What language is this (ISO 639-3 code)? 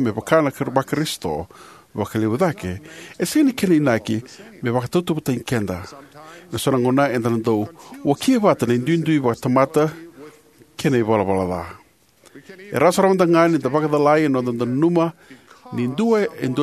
fij